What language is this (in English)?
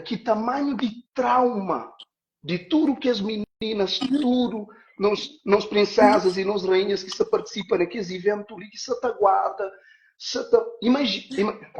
Kabuverdianu